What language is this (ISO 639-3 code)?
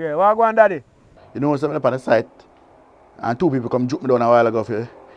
jam